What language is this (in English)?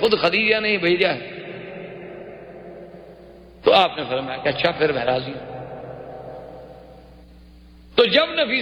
Urdu